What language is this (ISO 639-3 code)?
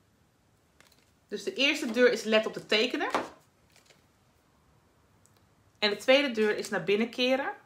nld